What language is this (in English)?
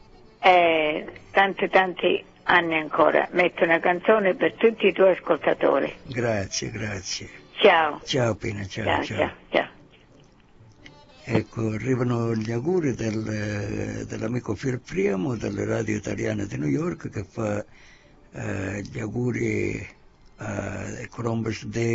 Italian